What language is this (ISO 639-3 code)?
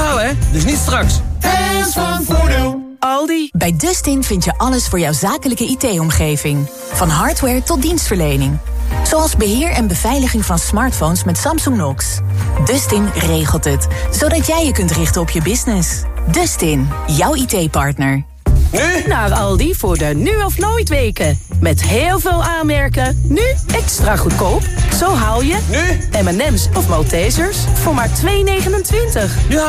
nld